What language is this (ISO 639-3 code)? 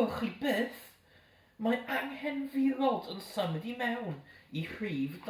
cym